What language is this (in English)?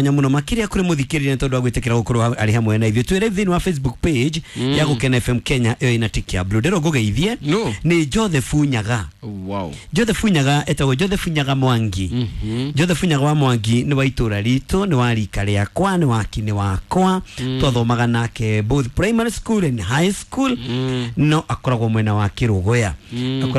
Kikuyu